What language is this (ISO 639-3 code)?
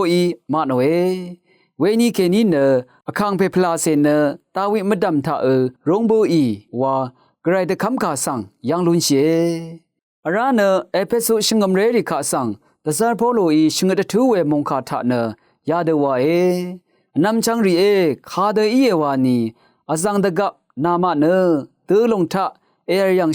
raw